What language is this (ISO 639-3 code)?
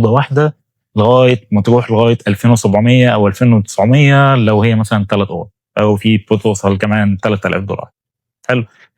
arz